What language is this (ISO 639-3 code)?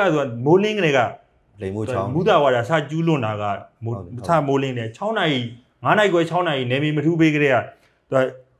mya